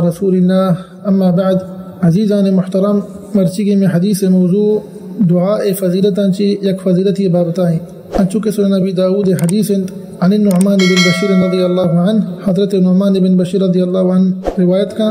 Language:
Eastern Balochi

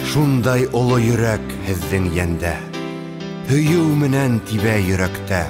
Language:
Bashkir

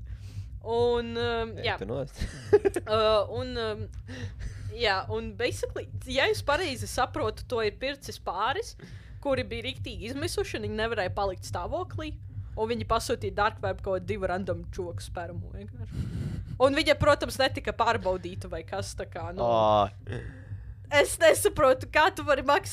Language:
Latvian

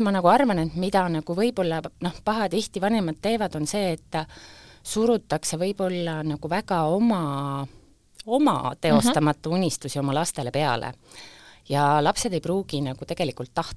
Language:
Estonian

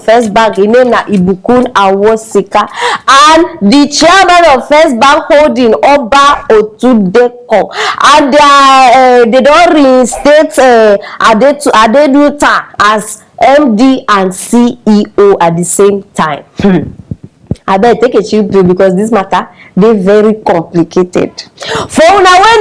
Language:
Nigerian Pidgin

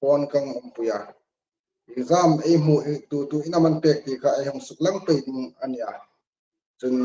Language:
Hmar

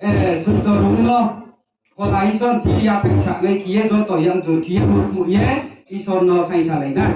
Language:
Riang (India)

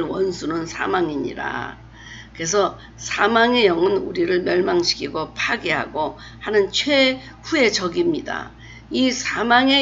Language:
Korean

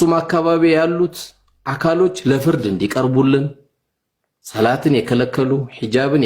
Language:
Amharic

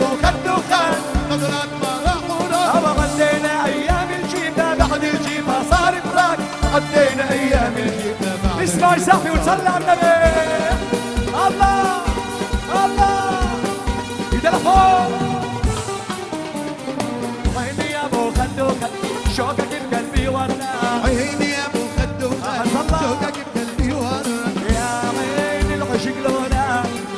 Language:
South Levantine Arabic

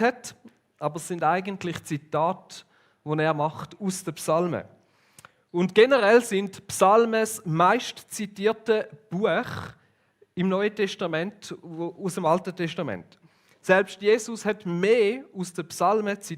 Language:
Swiss German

